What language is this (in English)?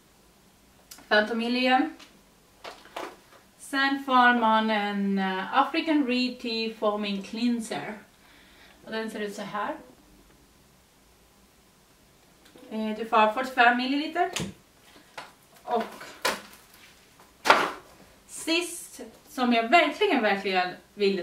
Swedish